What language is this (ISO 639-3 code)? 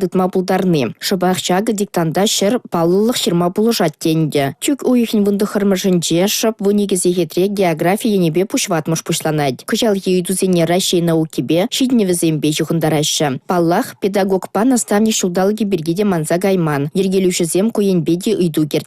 chv